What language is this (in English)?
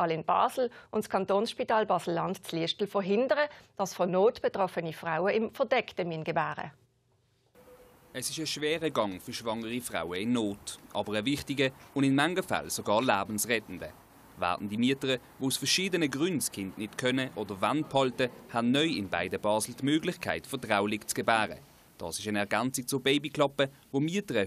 German